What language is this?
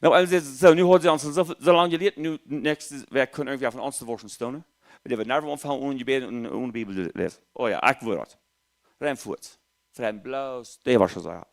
Plautdietsch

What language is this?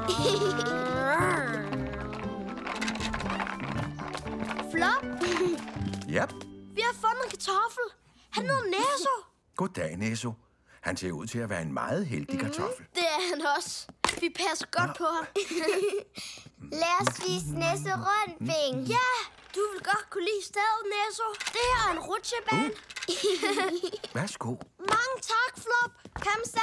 Danish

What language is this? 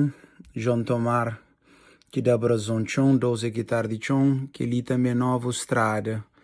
Kabuverdianu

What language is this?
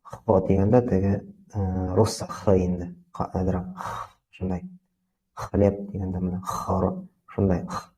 Bashkir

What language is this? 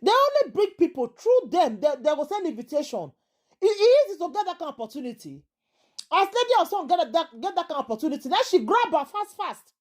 Nigerian Pidgin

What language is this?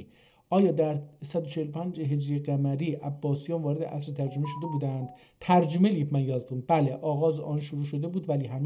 South Azerbaijani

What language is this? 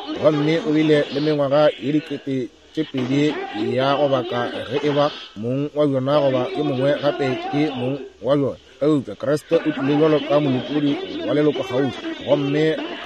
Northern Sotho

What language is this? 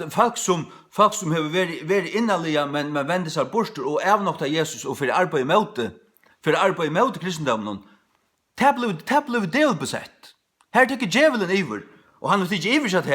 Faroese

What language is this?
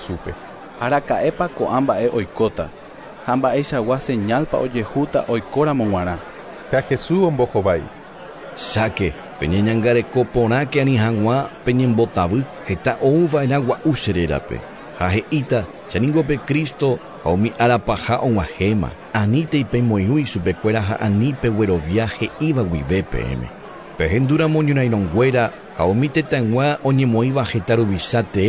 Guarani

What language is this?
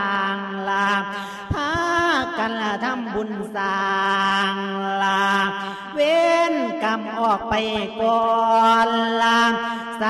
Lao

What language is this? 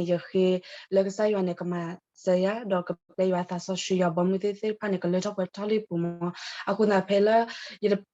S'gaw Karen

